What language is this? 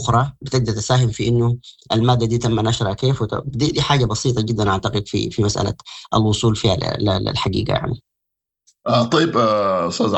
Sudanese Arabic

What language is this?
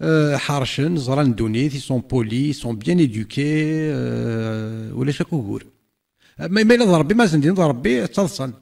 Kabyle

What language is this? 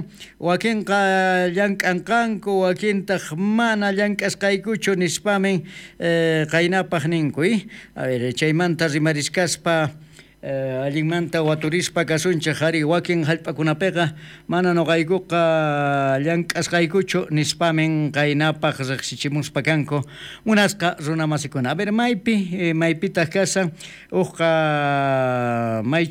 South Bolivian Quechua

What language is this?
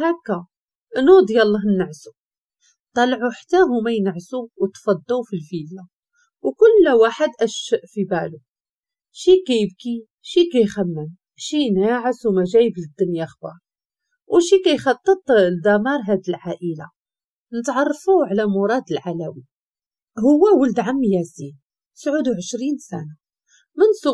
Moroccan Arabic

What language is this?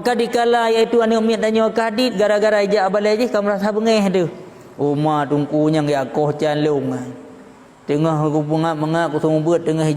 Achinese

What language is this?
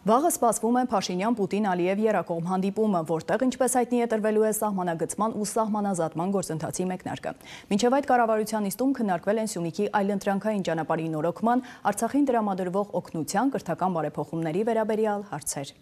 Armenian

